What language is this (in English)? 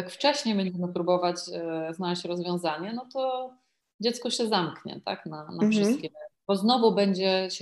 Polish